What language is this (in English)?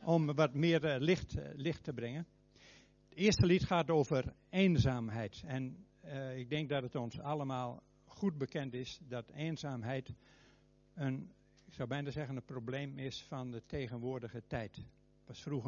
Dutch